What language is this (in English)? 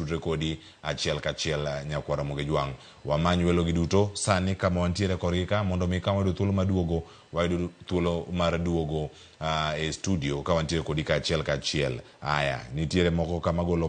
Luo (Kenya and Tanzania)